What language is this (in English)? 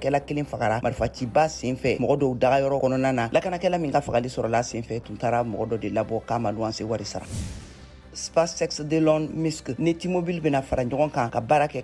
Bambara